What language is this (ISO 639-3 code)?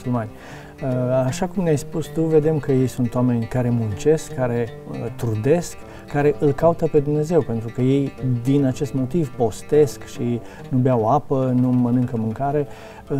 ron